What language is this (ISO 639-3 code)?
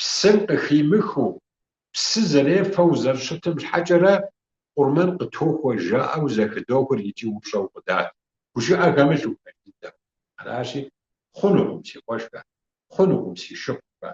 kbd